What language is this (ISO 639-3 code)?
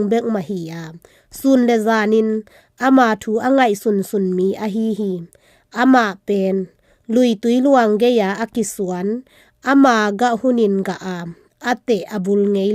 ctd